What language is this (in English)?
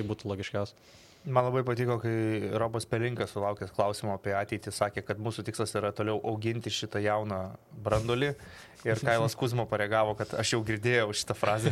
Lithuanian